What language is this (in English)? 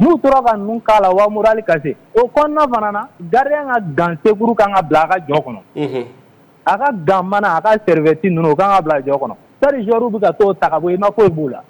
Bambara